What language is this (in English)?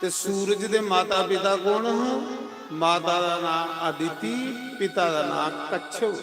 Dogri